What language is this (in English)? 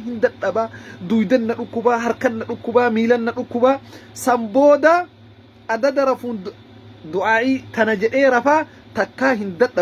Oromo